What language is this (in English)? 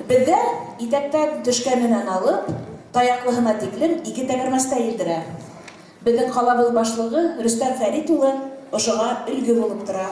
Bashkir